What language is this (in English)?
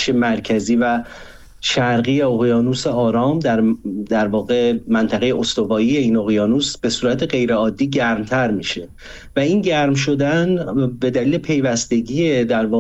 Persian